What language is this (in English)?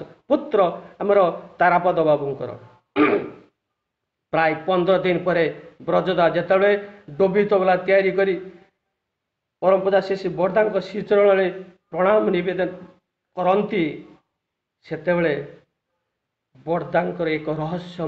Odia